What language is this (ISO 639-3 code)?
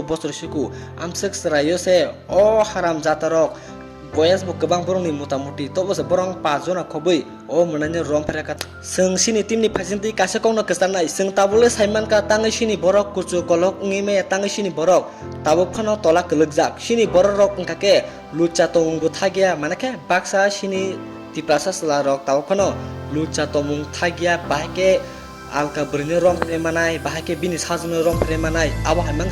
trp